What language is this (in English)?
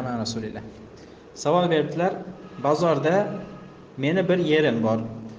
Uzbek